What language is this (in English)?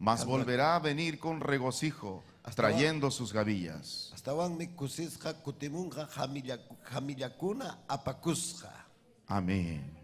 Ayacucho Quechua